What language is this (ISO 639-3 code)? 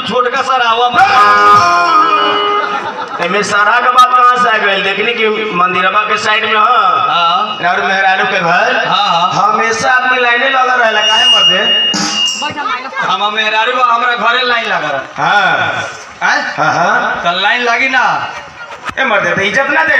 bho